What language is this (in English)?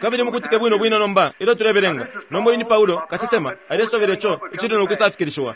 Bemba